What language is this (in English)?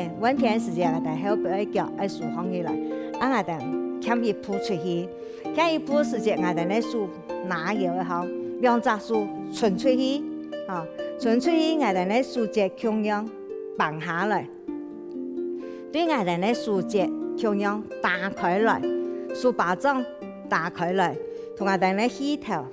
Hakka Chinese